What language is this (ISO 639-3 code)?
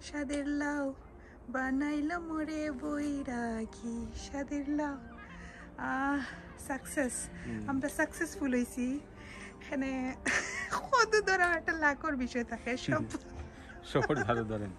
syl